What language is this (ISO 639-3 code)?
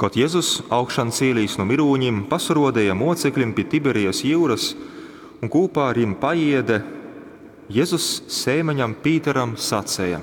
ltg